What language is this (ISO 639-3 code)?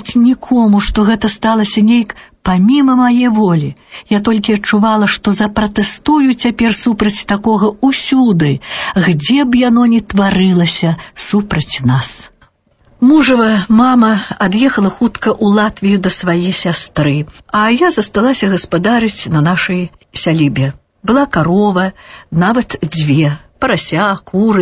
bel